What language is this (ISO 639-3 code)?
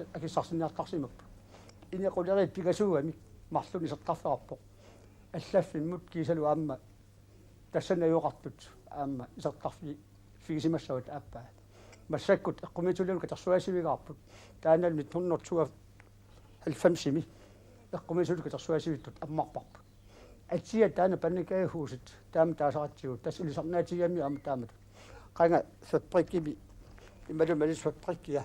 kal